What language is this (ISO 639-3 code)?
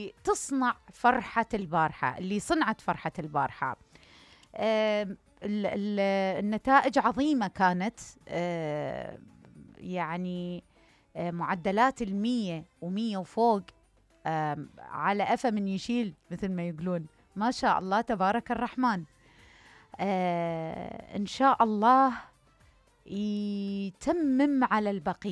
acm